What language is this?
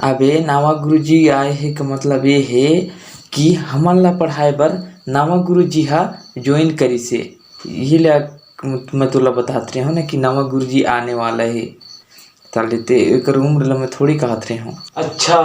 Chhattisgarhi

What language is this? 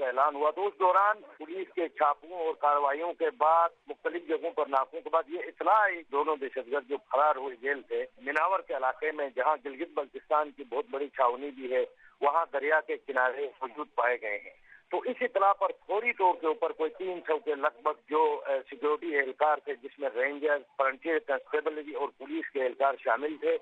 Urdu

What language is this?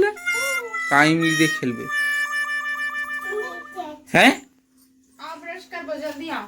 Chhattisgarhi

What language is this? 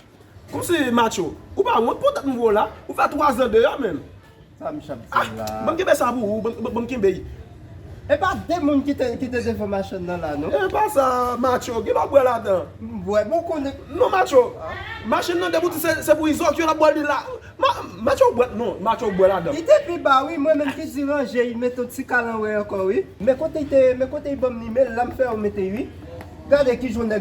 Haitian Creole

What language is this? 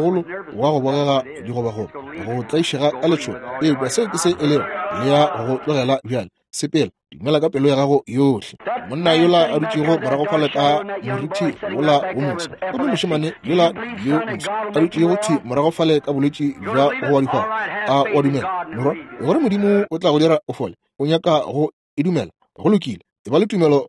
Northern Sotho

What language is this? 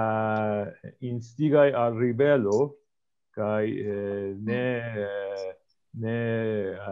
Esperanto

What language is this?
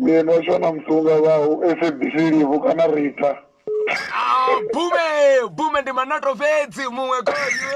Venda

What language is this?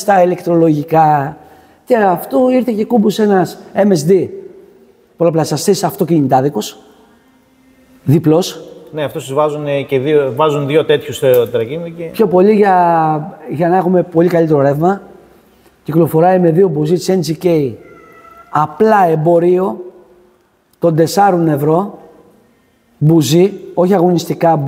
Greek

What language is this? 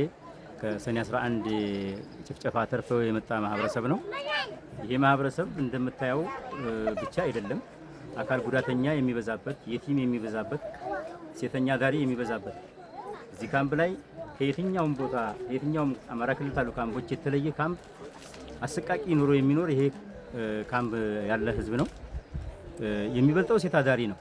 Amharic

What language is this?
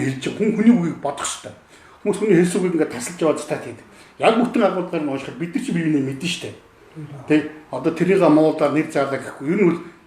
Mongolian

